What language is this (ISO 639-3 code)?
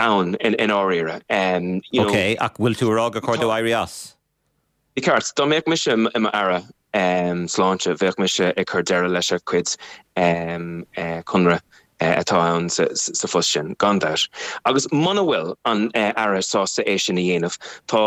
gle